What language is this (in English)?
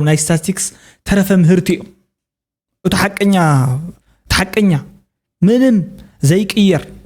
Tigrinya